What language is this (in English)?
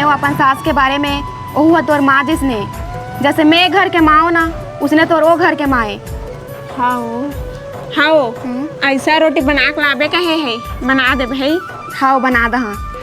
Chhattisgarhi